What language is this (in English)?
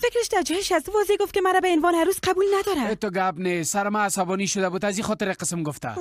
Persian